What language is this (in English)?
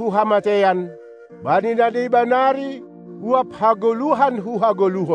Batak Simalungun